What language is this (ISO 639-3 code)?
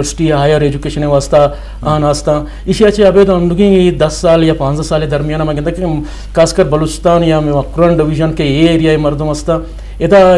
bgp